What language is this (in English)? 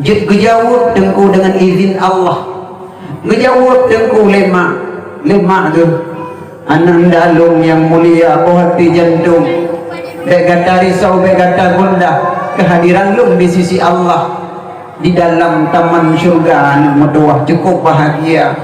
Achinese